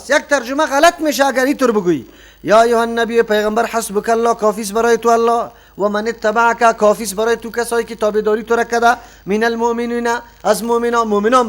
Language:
Persian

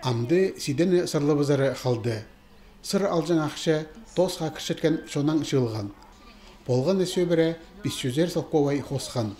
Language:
Khakas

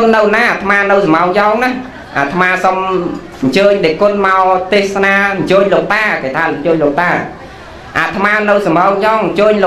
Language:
Khmer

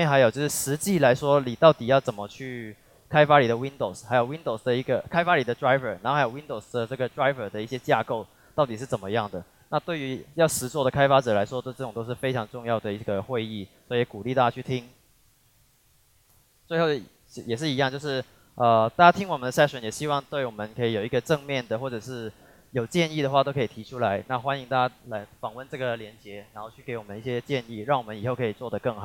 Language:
Chinese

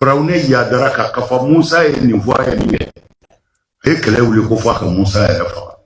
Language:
Bambara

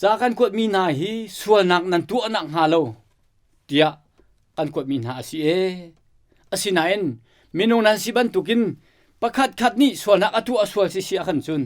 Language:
Hakha Chin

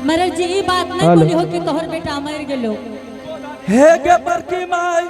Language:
Angika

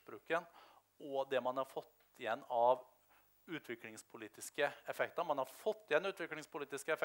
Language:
Norwegian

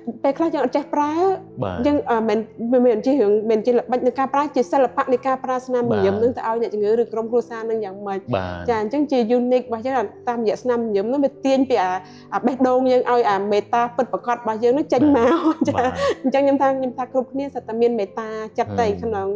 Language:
Khmer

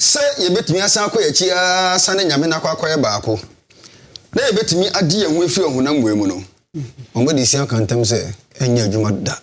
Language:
Akan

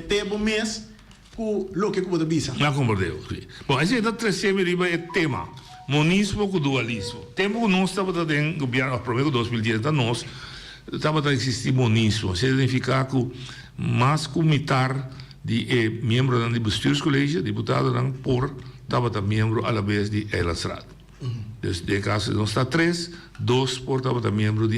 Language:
Papiamento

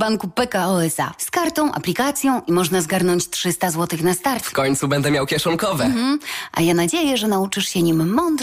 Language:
Polish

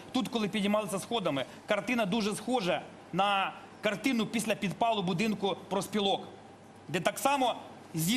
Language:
Ukrainian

